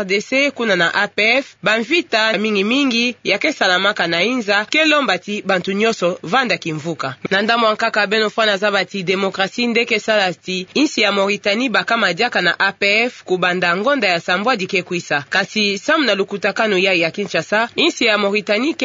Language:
Kituba (Democratic Republic of Congo)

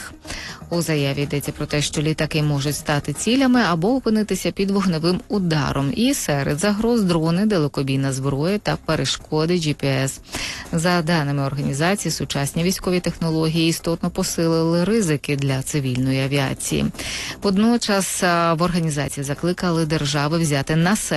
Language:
Ukrainian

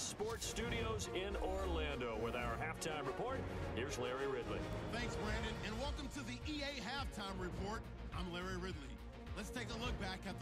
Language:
English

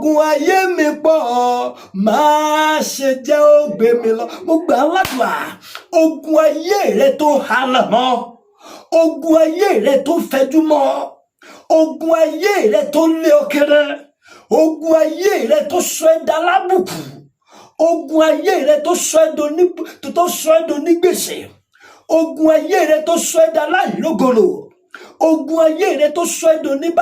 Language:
Yoruba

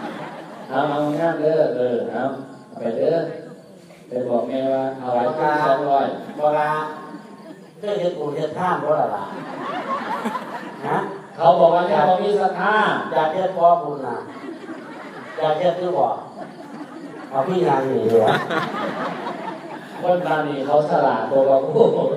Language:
Northeastern Thai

